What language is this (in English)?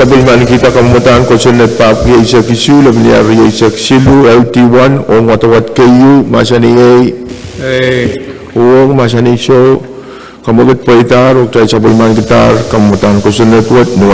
Pohnpeian